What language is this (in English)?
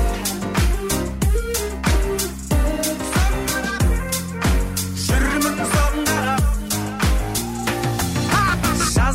Kazakh